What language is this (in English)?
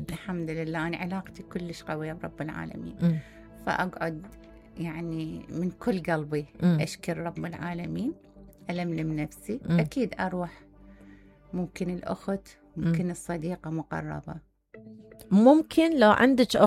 Mesopotamian Arabic